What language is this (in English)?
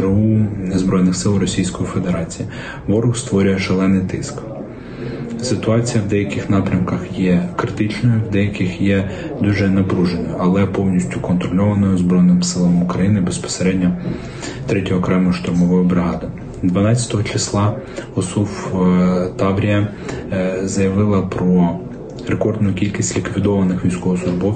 Ukrainian